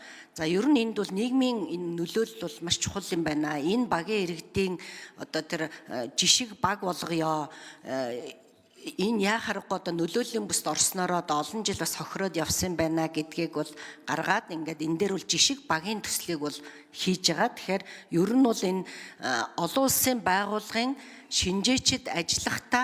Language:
Mongolian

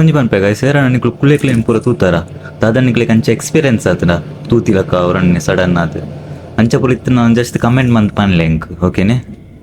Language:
Tulu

